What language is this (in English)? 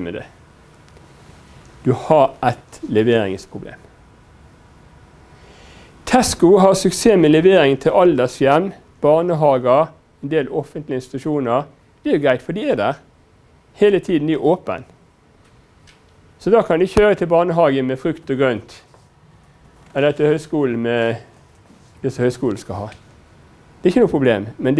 Norwegian